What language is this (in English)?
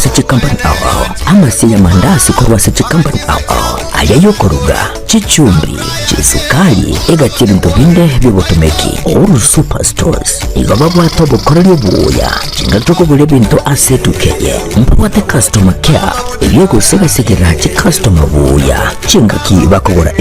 Gusii